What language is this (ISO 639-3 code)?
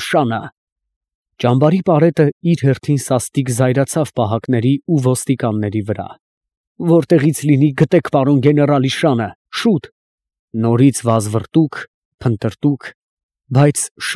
hye